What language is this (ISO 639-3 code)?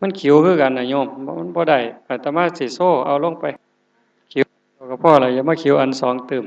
tts